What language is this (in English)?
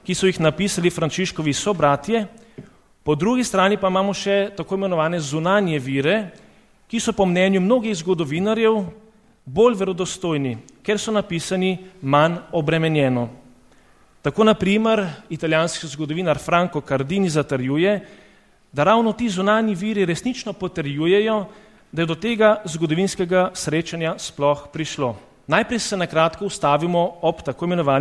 Slovenian